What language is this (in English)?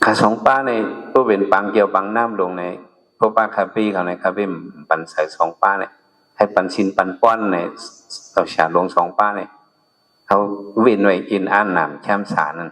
Shan